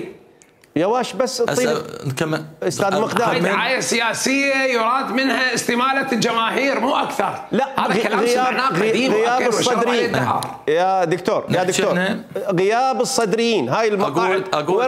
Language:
Mesopotamian Arabic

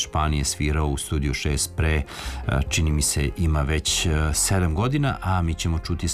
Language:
Serbian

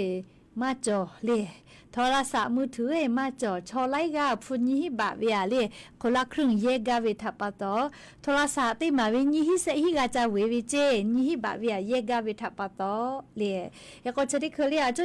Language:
Lahu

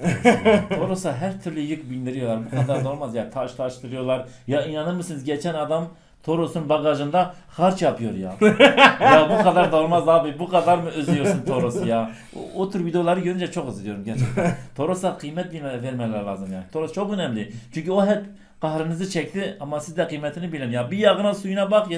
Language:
Turkish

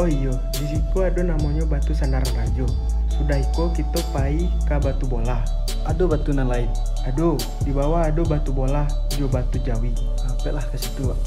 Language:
Minangkabau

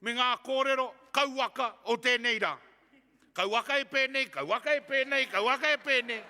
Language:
Māori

